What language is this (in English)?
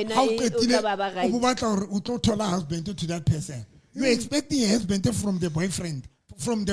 Southern Sotho